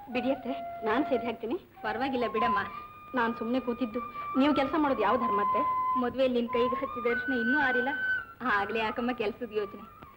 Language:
Kannada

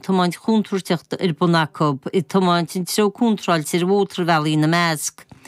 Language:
Irish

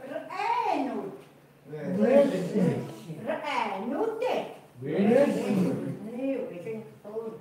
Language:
Chukot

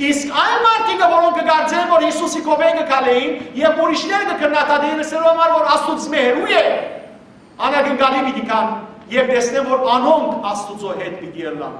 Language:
Western Armenian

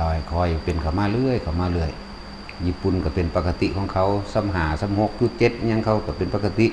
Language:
Lao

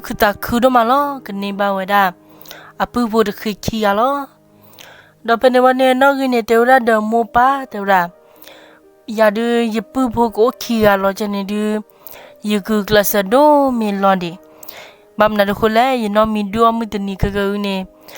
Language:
S'gaw Karen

